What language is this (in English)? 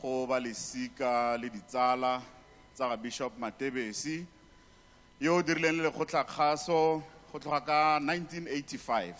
Tswana